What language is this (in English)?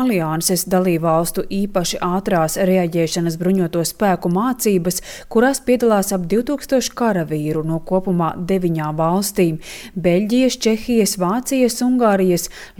Latvian